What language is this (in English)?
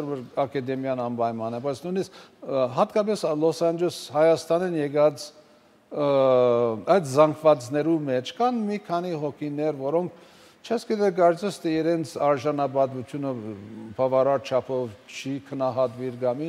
Armenian